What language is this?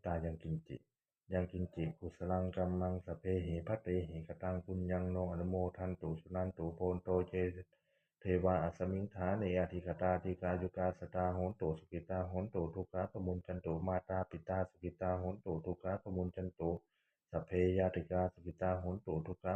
Pali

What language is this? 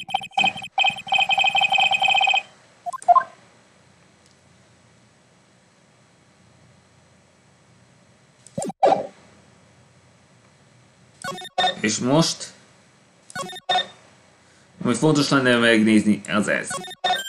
Hungarian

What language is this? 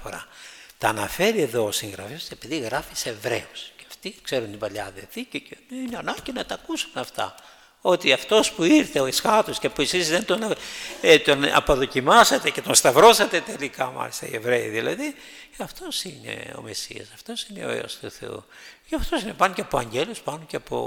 Greek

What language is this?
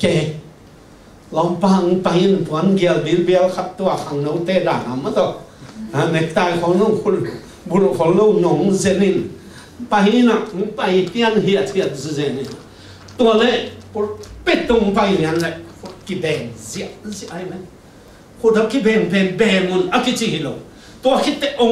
Tedim Chin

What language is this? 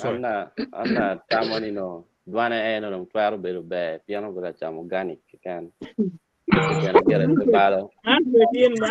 Acoli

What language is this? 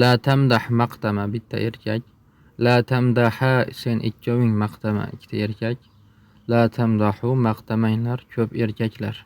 Uzbek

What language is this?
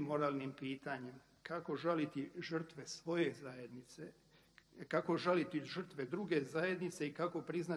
Croatian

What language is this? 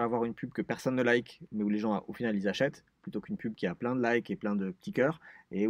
French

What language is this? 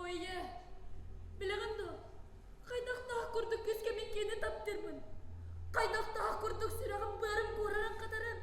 Yakut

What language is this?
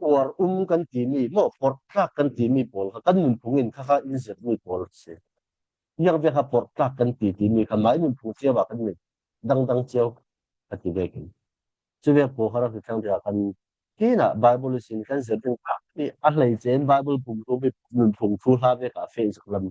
Falam Chin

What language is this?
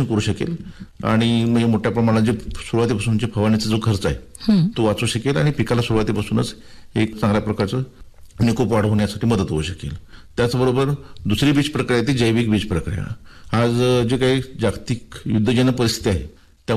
Marathi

